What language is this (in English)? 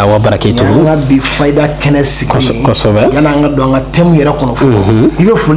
Bambara